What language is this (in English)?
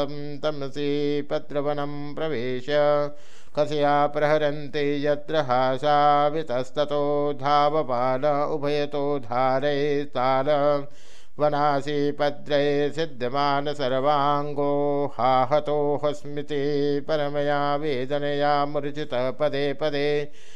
Sanskrit